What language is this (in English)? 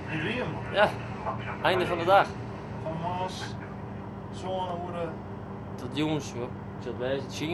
Western Frisian